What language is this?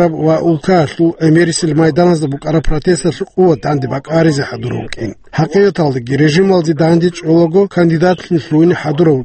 Avaric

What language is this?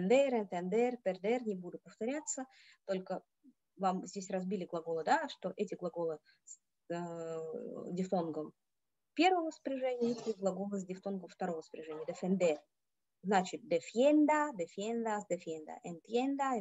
Russian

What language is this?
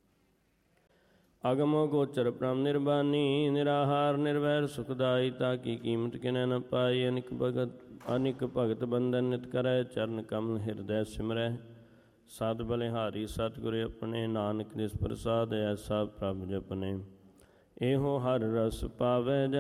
Punjabi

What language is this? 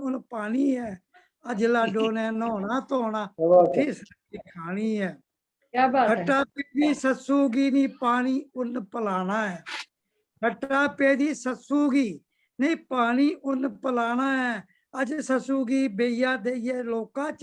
Dogri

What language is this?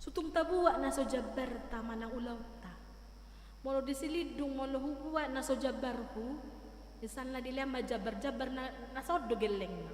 Batak Toba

